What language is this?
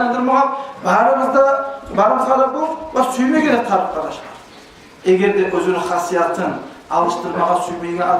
Kumyk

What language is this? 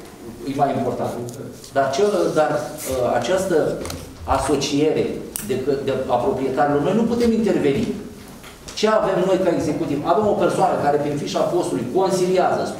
Romanian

